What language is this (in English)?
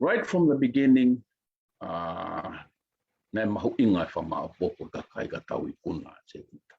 Tongan